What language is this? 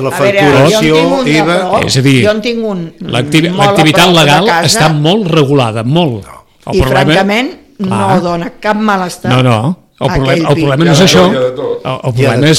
Catalan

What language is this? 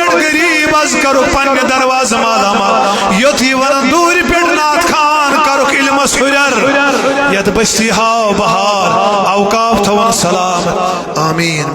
Kashmiri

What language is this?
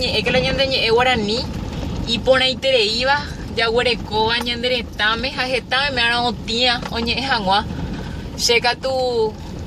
Guarani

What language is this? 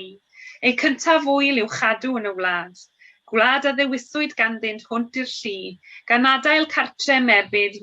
Welsh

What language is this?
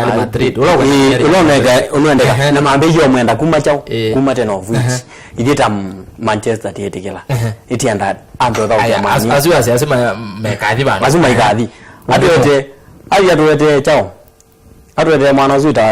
Kamba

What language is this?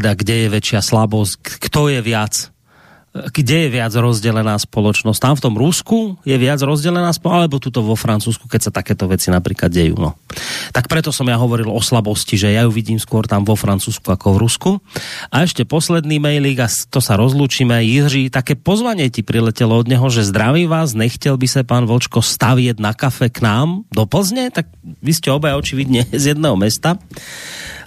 Slovak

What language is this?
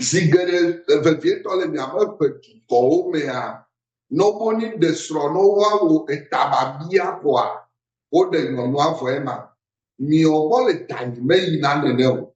Ewe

